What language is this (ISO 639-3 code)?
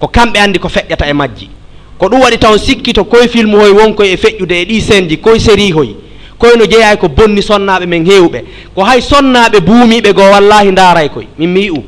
ful